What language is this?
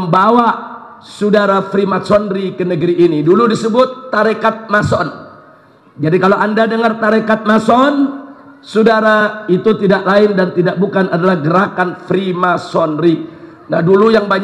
Indonesian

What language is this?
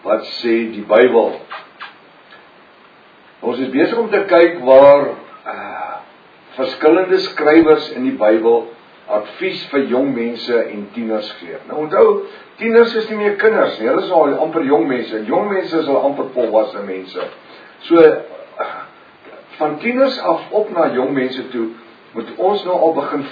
Afrikaans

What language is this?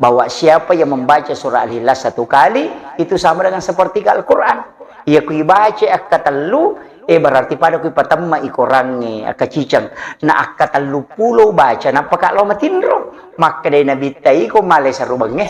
Buginese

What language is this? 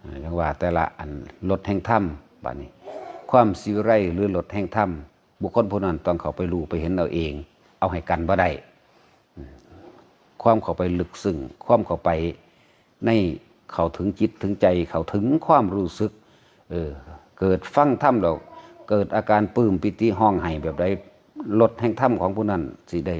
Northeastern Thai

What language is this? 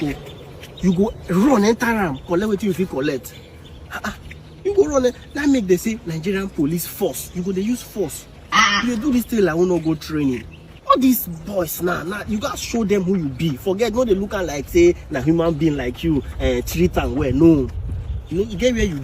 Nigerian Pidgin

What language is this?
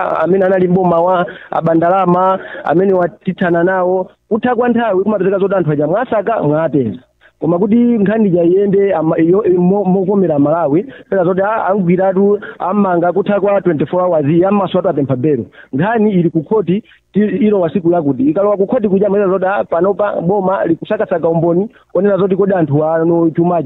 Nyanja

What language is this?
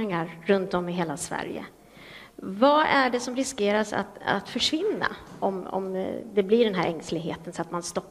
Swedish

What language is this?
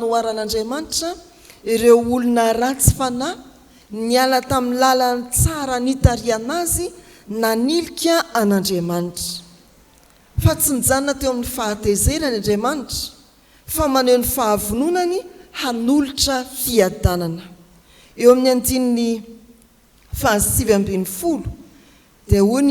Malagasy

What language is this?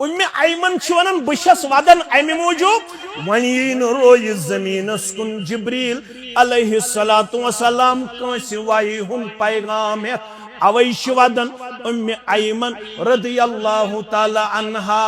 Kashmiri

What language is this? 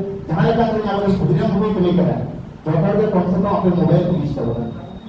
Santali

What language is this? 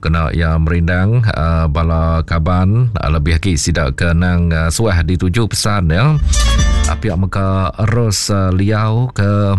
Iban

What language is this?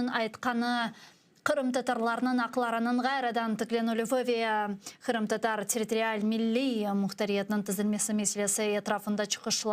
Crimean Tatar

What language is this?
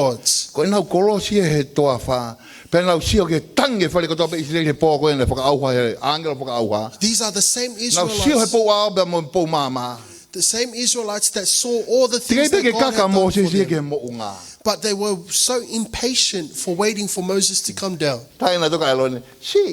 Tongan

